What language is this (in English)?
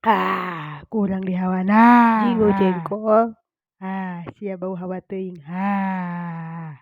Sundanese